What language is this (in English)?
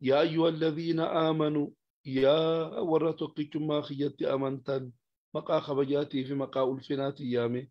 Oromo